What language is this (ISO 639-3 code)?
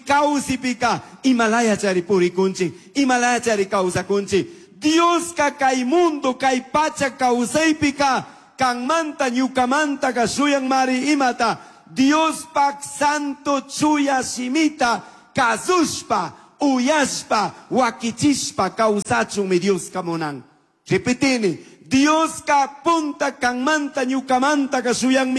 qug